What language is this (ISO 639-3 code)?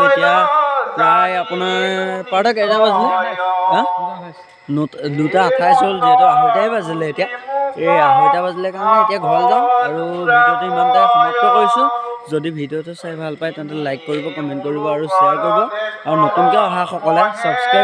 asm